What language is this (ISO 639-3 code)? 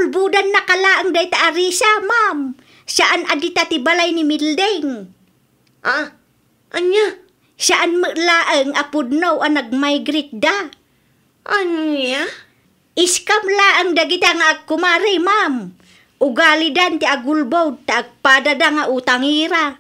ilo